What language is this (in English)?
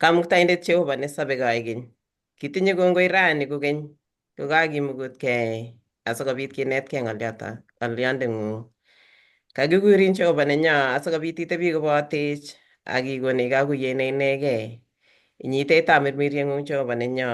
Kalenjin